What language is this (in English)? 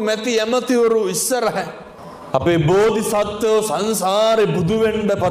Sinhala